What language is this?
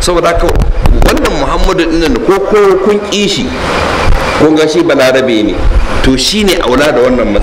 Hausa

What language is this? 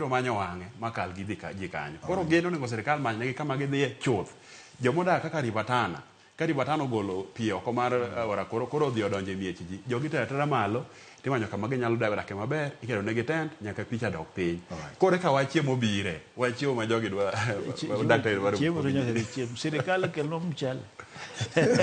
Luo (Kenya and Tanzania)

